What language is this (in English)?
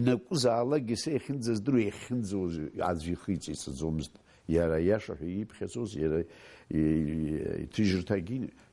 Abkhazian